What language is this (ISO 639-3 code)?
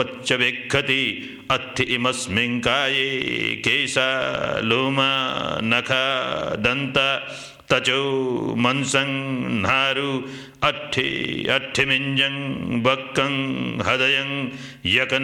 pli